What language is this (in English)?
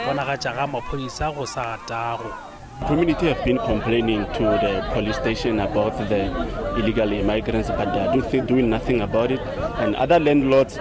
Tswana